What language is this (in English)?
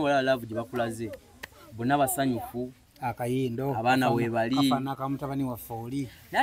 Ganda